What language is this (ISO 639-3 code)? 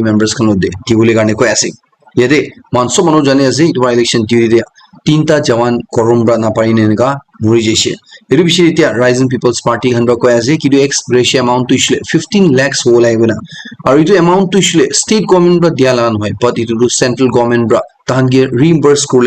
nag